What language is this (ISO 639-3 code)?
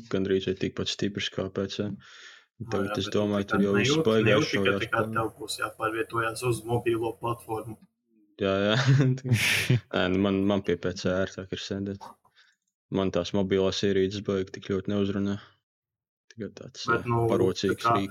lav